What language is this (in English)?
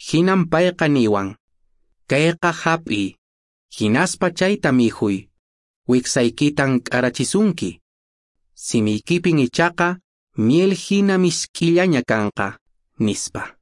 Quechua